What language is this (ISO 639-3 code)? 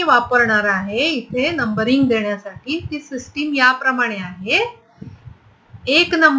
mar